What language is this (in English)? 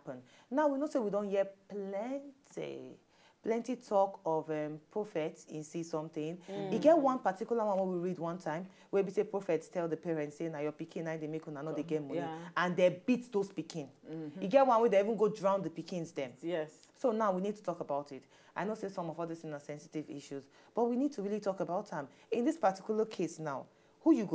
Nigerian Pidgin